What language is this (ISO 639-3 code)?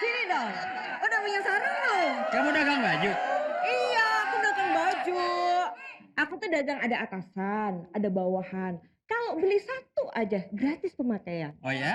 bew